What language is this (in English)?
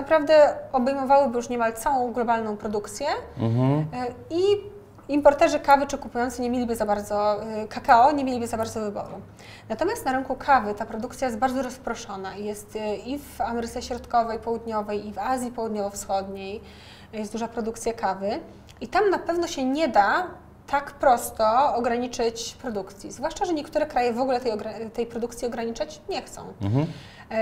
Polish